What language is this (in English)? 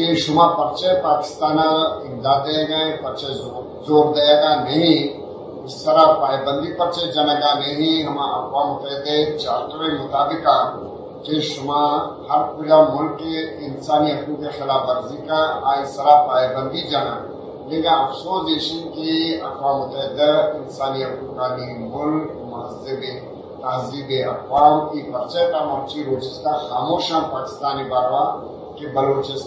Eastern Balochi